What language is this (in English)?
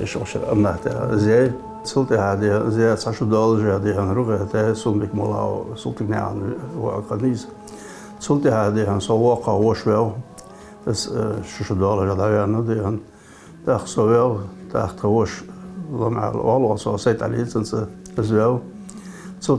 Ingush